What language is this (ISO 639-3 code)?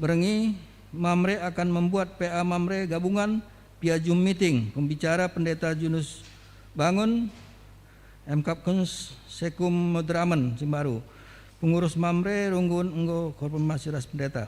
btx